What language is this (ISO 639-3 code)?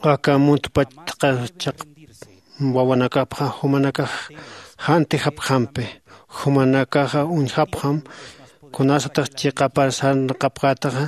aym